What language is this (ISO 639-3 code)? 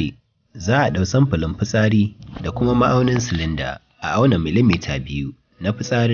hau